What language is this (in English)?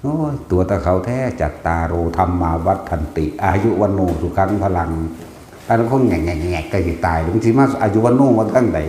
Northeastern Thai